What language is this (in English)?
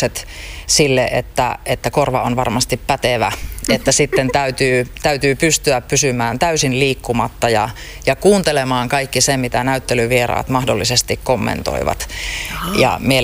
Finnish